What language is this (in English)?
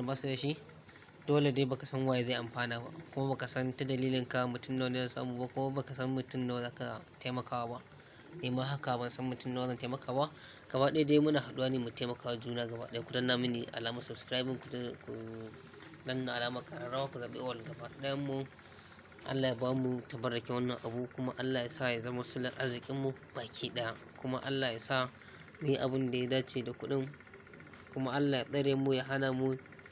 Hausa